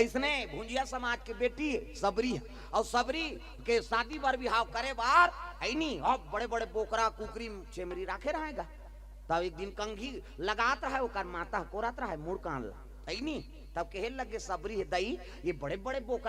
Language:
Chhattisgarhi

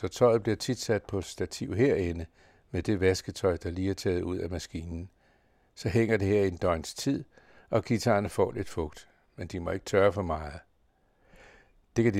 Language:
Danish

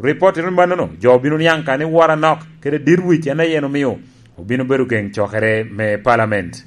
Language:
Lango (Uganda)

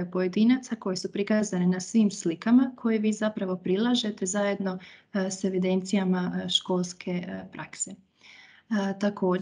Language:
Croatian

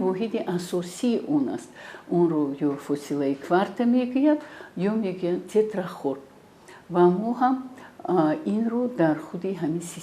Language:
Tajik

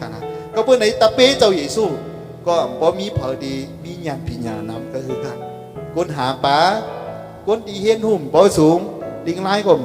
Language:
Shan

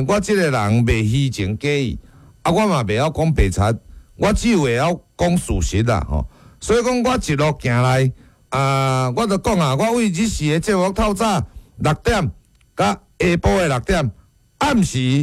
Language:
Min Nan Chinese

